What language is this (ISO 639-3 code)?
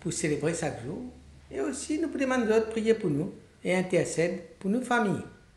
mfe